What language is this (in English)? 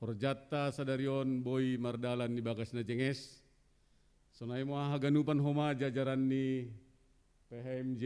Batak Simalungun